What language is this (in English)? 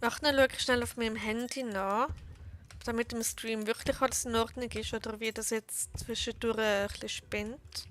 Swiss German